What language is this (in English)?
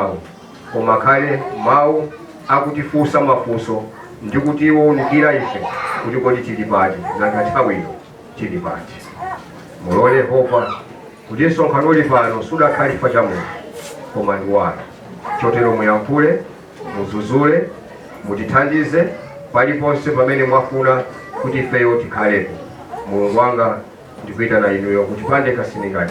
Nyanja